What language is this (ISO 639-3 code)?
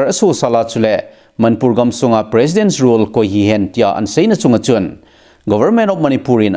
tcz